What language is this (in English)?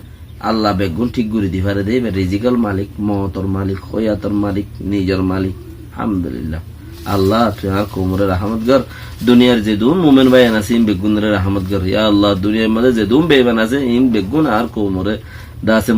Rohingya